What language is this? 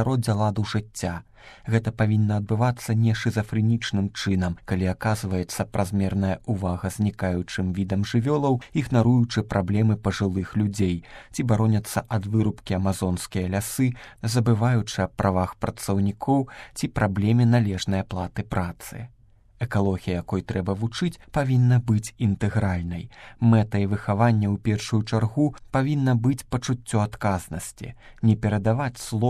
Belarusian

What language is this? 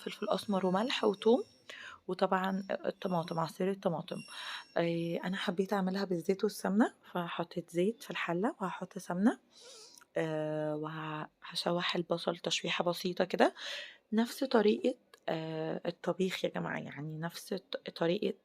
Egyptian Arabic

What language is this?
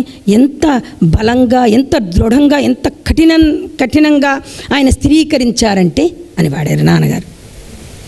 Telugu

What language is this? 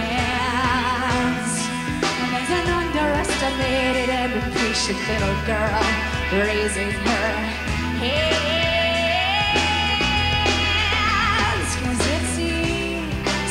English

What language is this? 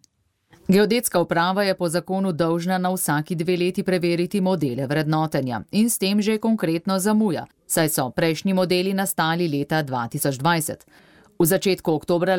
Slovenian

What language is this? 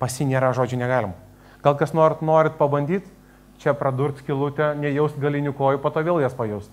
Lithuanian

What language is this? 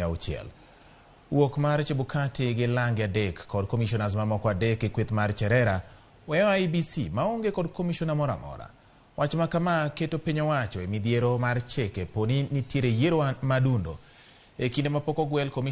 Luo (Kenya and Tanzania)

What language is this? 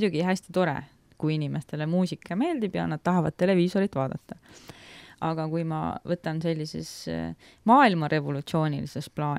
Estonian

